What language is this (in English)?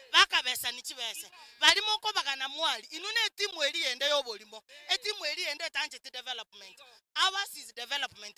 Gusii